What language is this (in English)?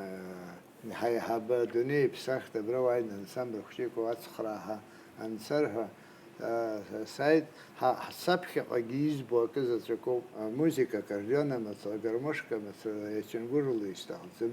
Abkhazian